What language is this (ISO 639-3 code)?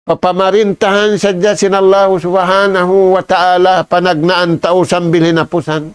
tsg